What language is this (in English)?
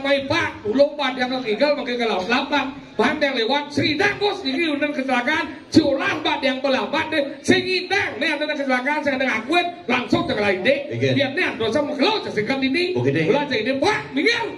Balinese